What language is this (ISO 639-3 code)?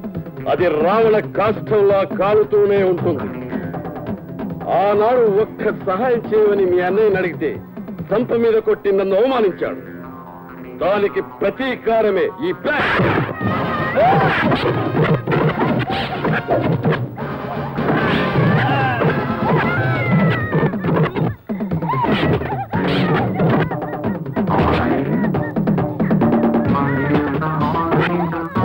tel